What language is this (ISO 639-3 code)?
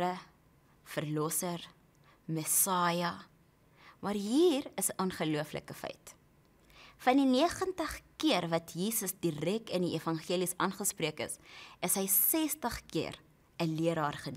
afr